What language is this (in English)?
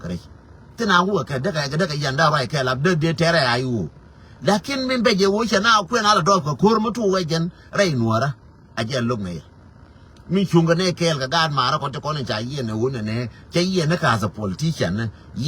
Nuer